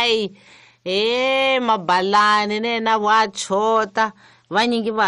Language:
Tsonga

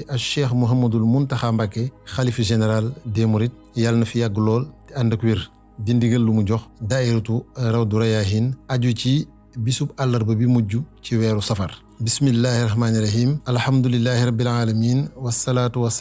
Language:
Wolof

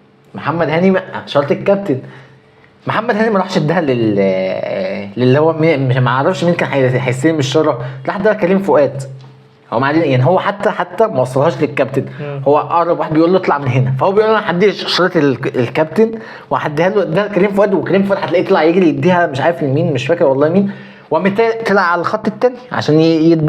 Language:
Egyptian Arabic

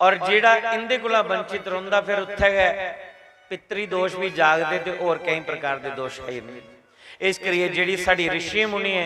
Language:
Dogri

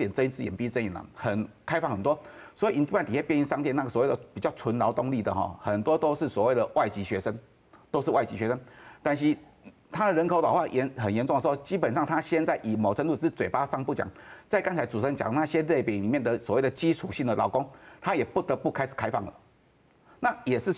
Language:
Min Nan Chinese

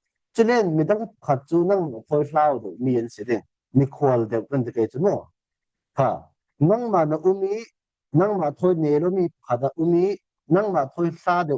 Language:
Falam Chin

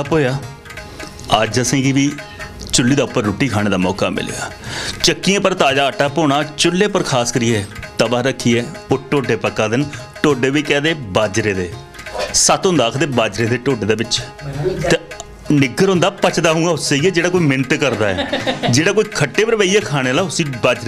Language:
Dogri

